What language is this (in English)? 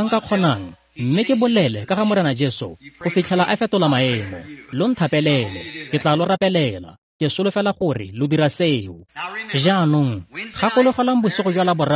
Tswana